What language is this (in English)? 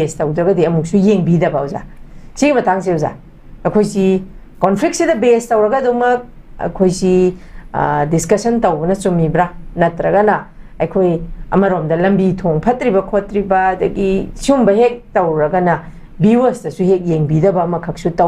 Manipuri